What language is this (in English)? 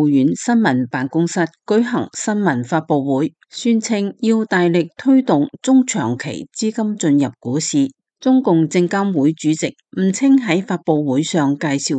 Cantonese